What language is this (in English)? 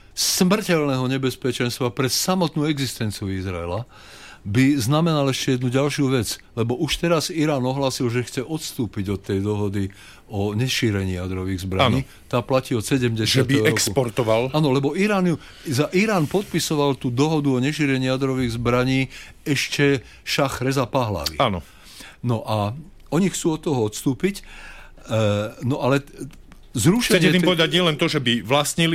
Slovak